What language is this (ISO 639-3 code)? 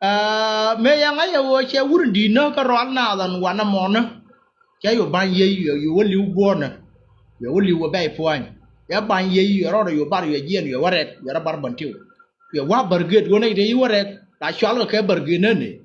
nus